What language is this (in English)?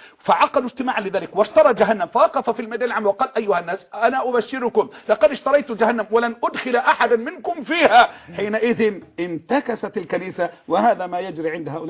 Arabic